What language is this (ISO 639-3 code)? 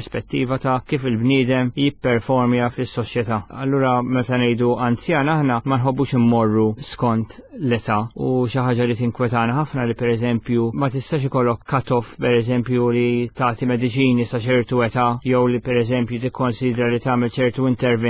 mlt